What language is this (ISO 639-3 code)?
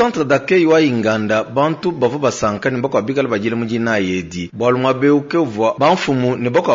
lua